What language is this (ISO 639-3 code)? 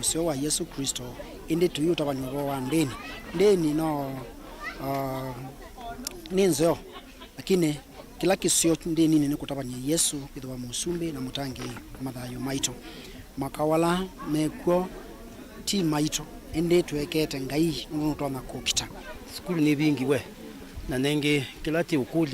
kam